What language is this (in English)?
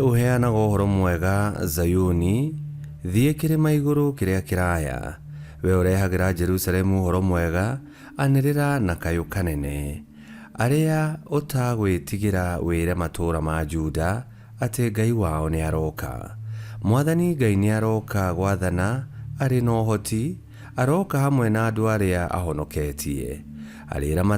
Kikuyu